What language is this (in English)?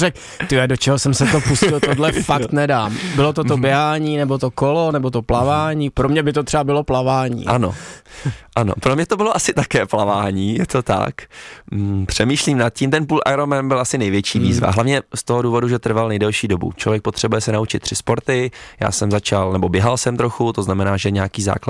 Czech